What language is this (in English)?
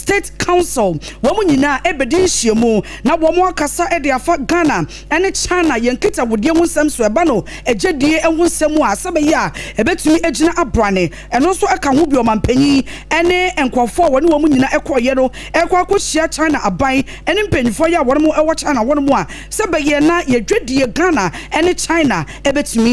Akan